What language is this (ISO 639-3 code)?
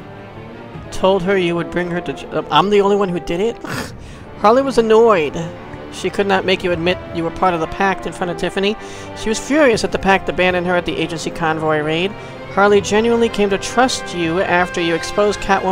eng